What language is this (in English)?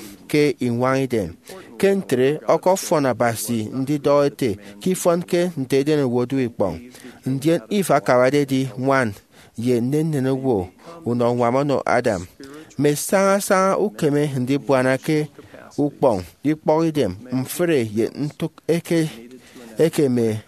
Efik